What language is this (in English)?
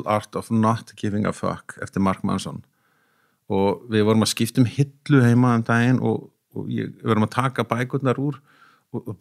Icelandic